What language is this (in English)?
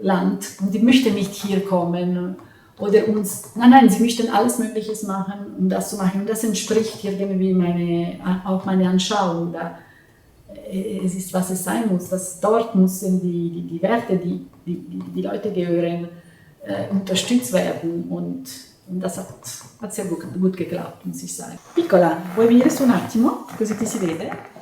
Swiss German